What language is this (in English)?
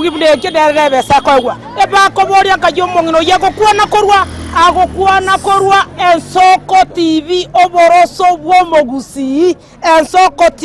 Gusii